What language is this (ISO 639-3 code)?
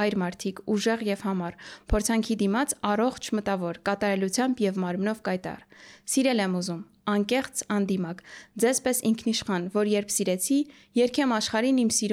hye